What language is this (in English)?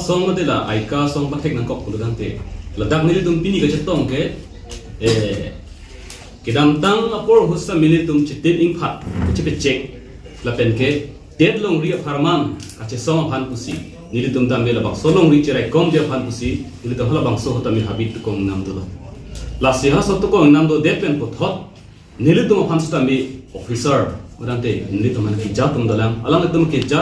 Karbi